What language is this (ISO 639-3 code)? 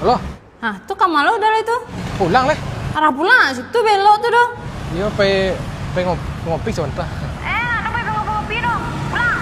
min